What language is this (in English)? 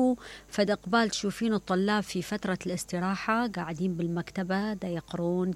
Mesopotamian Arabic